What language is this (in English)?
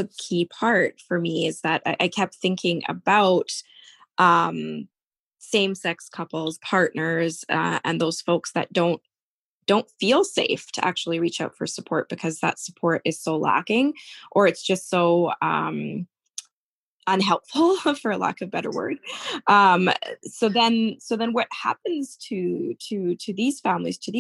English